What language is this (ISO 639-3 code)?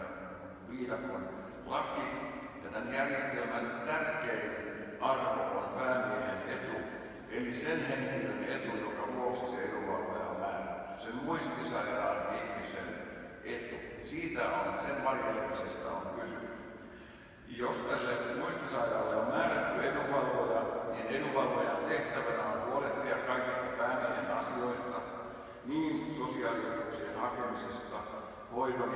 fin